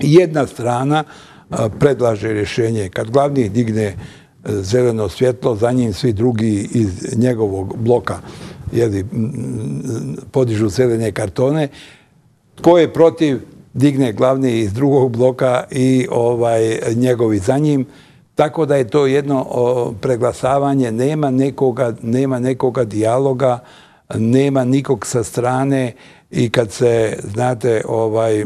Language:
Bosnian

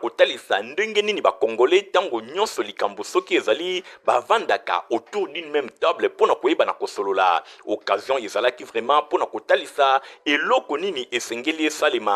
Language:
Lingala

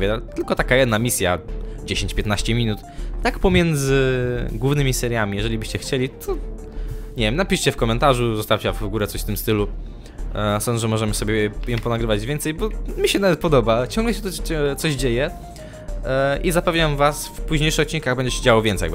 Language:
Polish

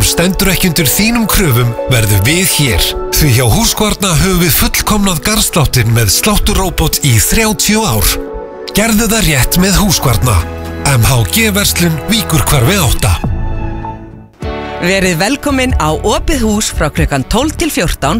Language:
Icelandic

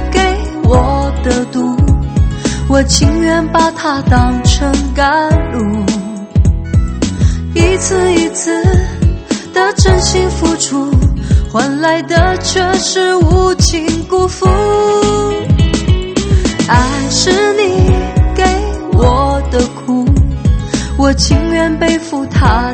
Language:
Chinese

